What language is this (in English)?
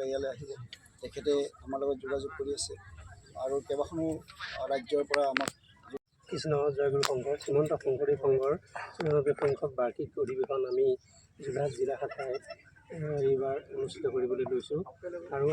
Assamese